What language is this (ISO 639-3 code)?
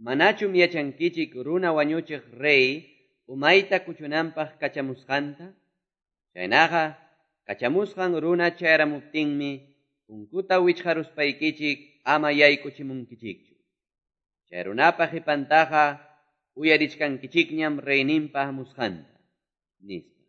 que